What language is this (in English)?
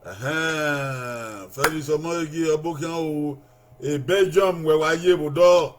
Bini